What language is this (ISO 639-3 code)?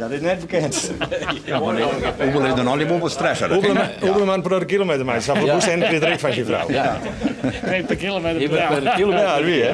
fry